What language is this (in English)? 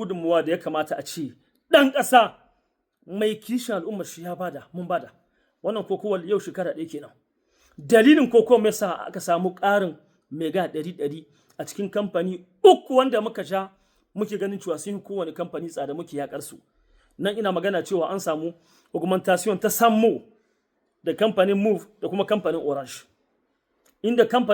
Hausa